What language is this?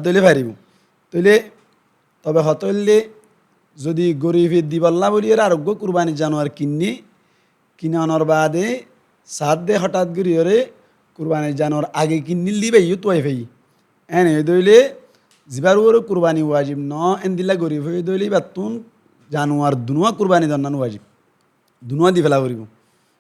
Rohingya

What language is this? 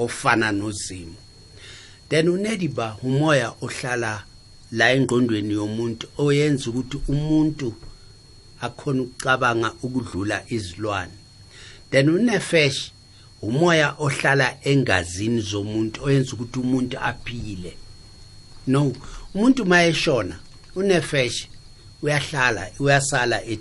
South Ndebele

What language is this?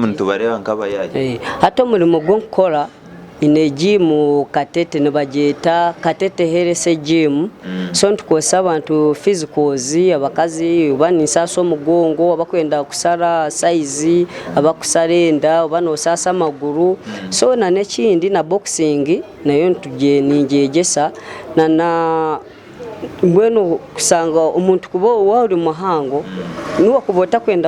Nyankole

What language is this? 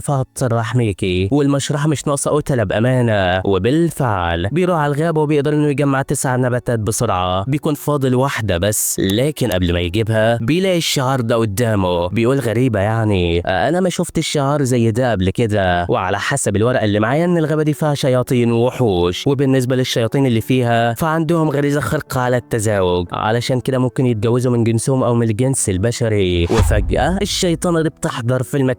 Egyptian Arabic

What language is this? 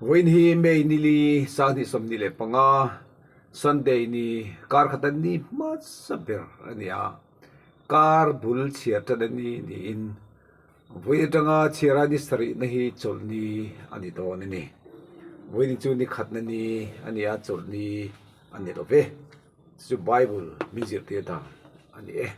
Mizo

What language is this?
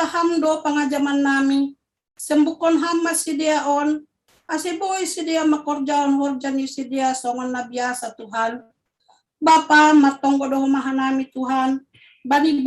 Batak Simalungun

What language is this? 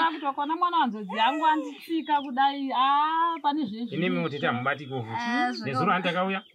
Shona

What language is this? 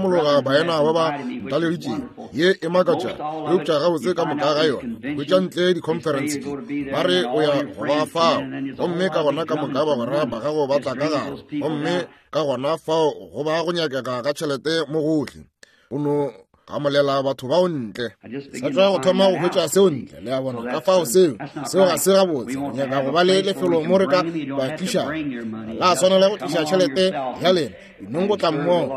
Northern Sotho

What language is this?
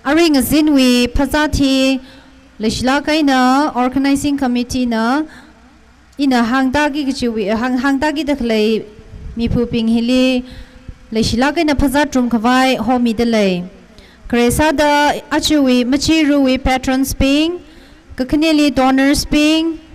Tangkhul Naga (India)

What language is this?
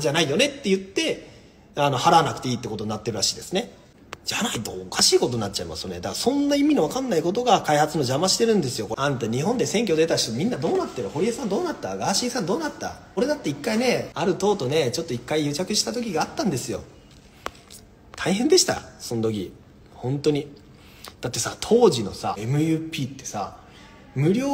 Japanese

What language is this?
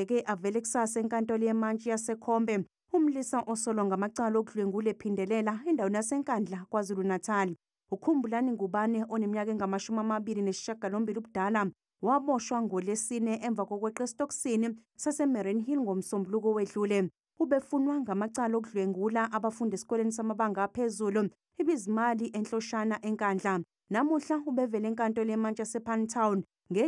Zulu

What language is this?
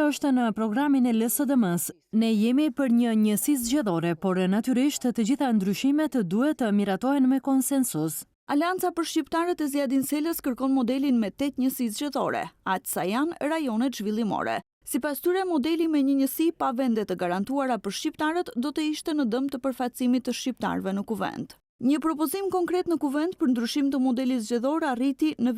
Albanian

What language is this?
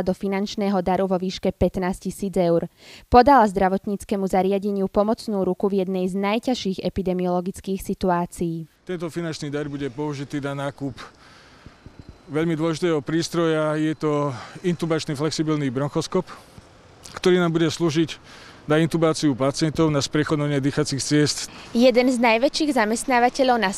Slovak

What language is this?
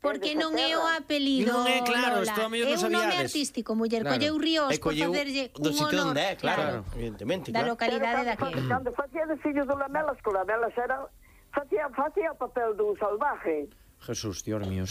Galician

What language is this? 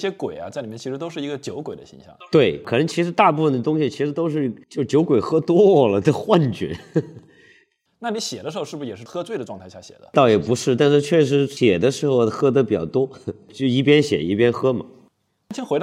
Chinese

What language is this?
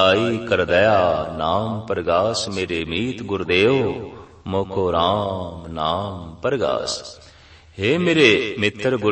Punjabi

